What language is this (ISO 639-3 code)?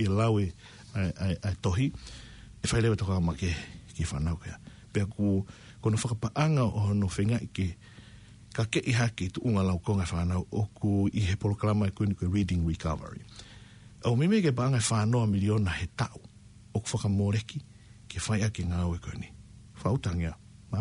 ton